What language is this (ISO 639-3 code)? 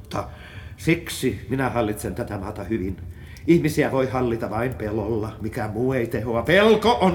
fin